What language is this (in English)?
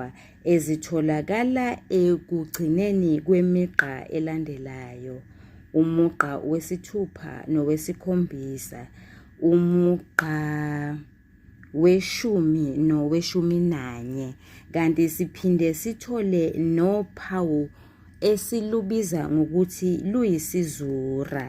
Zulu